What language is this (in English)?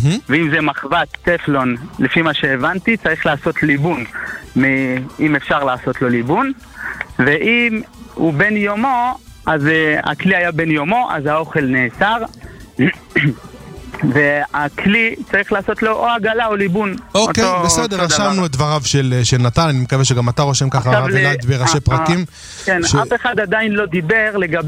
Hebrew